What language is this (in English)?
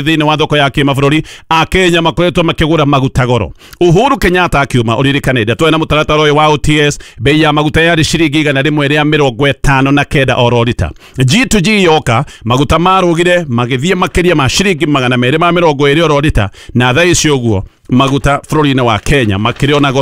Kikuyu